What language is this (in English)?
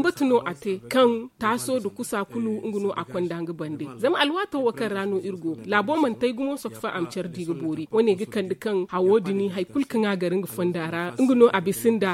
Zarma